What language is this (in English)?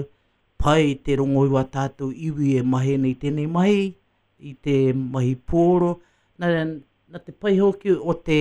Māori